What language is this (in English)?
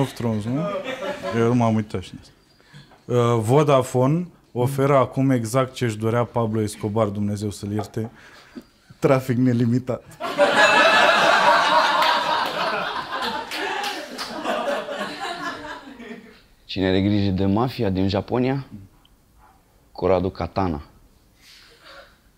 Romanian